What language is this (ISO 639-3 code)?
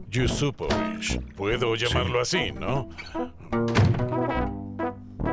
spa